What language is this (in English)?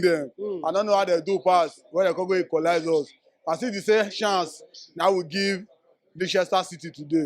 Nigerian Pidgin